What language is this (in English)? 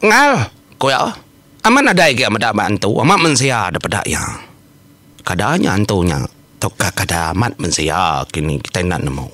Iban